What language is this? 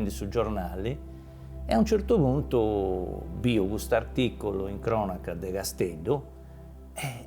Sardinian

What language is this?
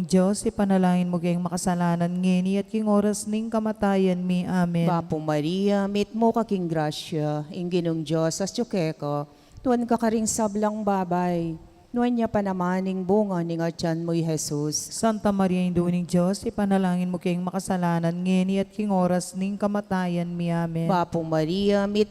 Pampanga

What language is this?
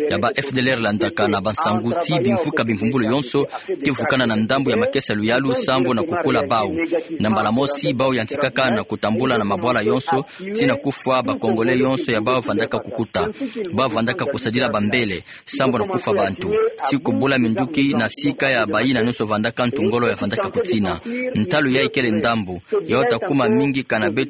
Kituba (Democratic Republic of Congo)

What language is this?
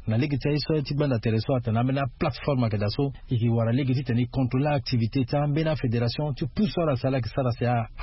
Sango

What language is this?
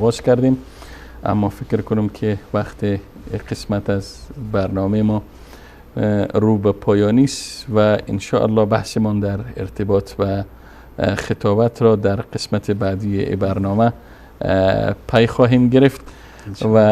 Persian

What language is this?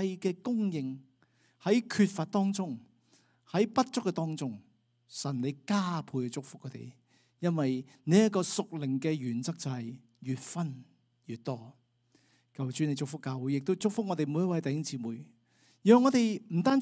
Cantonese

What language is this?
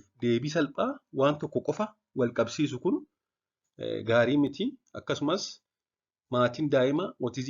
Oromo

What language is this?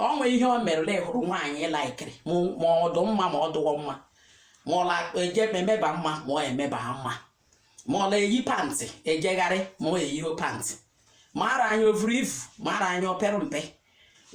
Igbo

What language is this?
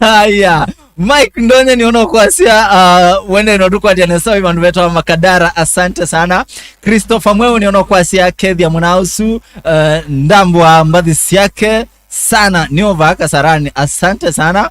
Kamba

